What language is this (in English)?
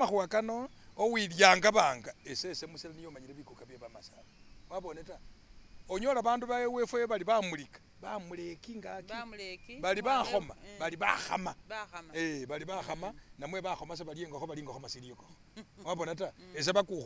Masaaba